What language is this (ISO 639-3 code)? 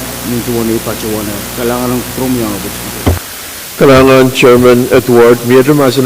pon